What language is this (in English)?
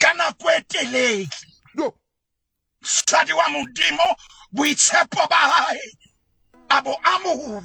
Southern Sotho